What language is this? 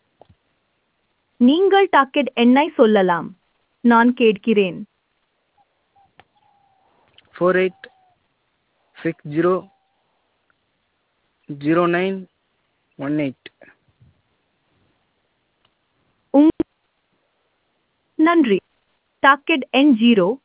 Tamil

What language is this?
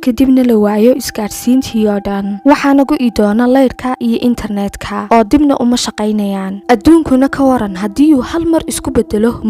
Somali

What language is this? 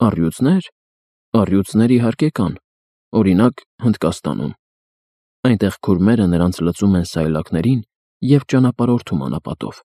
Armenian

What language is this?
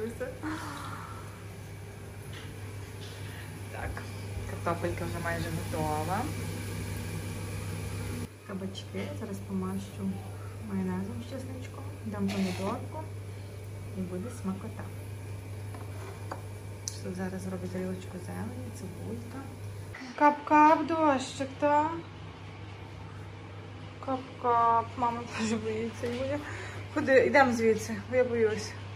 Ukrainian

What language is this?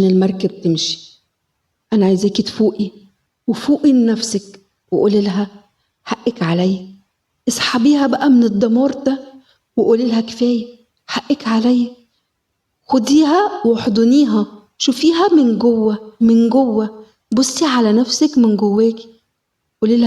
Egyptian Arabic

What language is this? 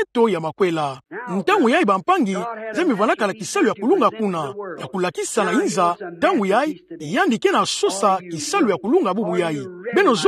Kituba (Democratic Republic of Congo)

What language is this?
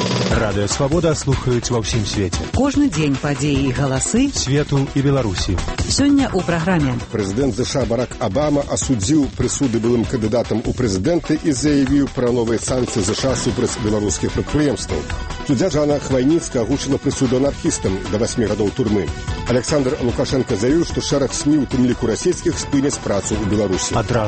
Belarusian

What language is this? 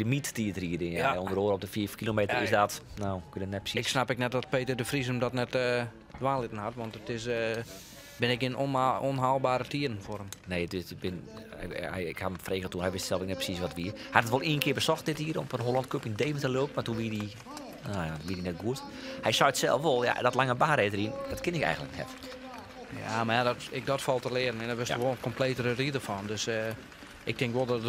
Western Frisian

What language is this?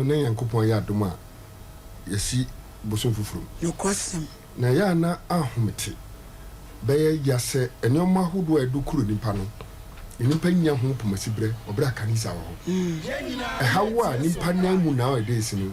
Akan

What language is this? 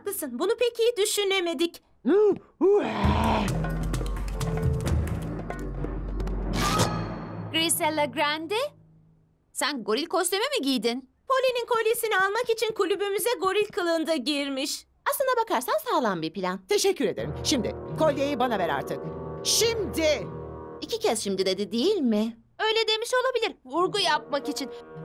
Turkish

